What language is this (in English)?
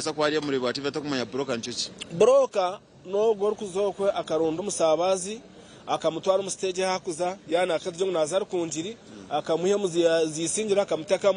Nyankole